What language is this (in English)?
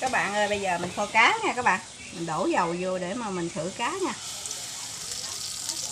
Vietnamese